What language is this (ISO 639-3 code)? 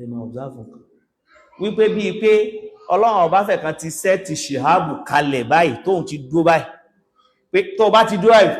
yor